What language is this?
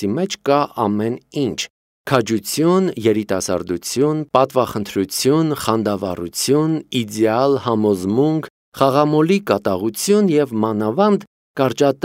Armenian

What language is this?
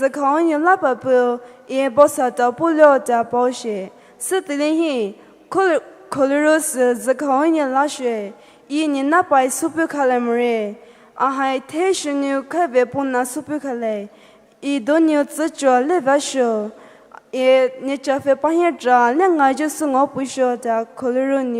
Poumei Naga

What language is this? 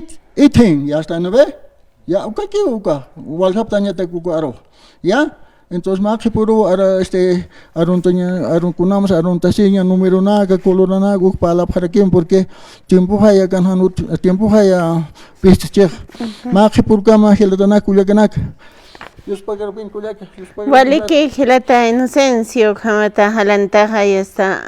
Aymara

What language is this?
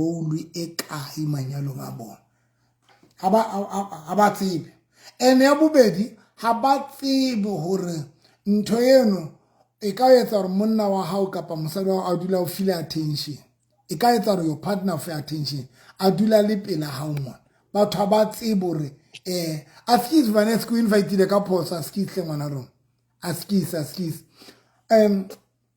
Southern Sotho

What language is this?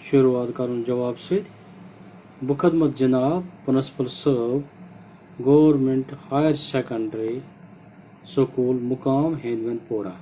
Kashmiri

